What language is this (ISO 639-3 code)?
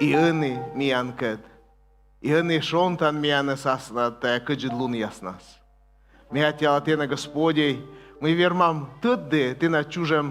kom